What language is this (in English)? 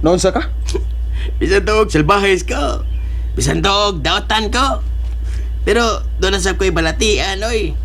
Cebuano